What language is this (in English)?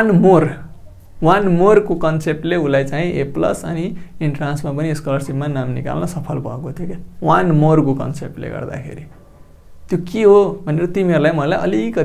Nepali